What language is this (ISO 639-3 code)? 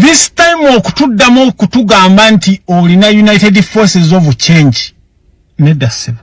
lug